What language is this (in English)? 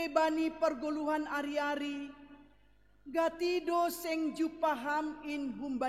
Batak Simalungun